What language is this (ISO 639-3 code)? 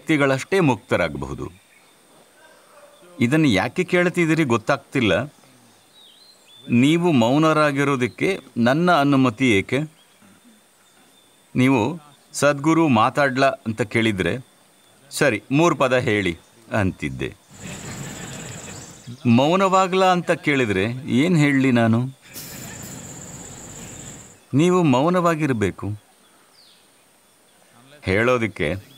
kan